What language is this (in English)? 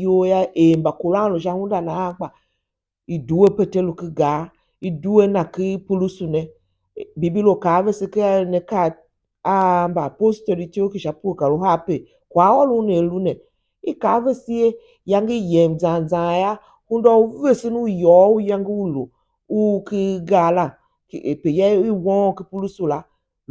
Tiv